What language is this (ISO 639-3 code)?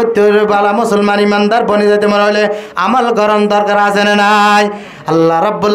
rhg